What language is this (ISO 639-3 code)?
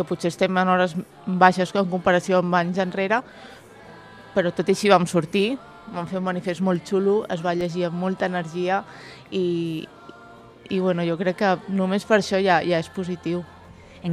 cat